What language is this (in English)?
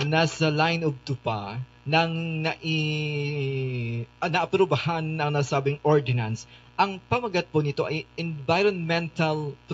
Filipino